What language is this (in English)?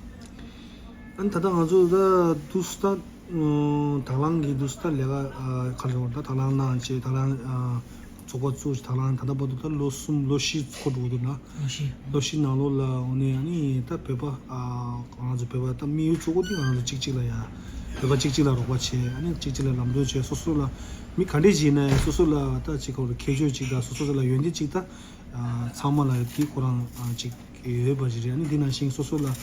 Tibetan